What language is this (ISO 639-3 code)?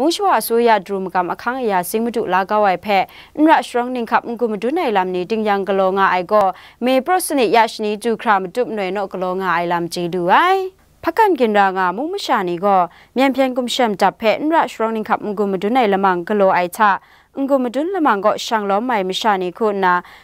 kac